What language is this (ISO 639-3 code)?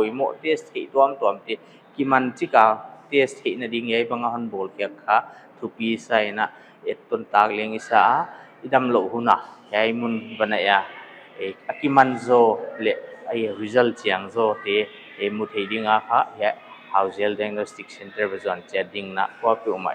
pck